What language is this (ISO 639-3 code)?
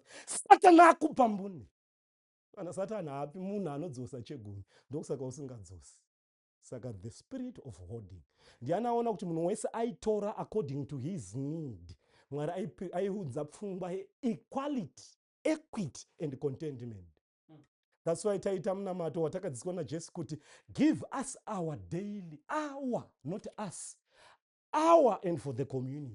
sna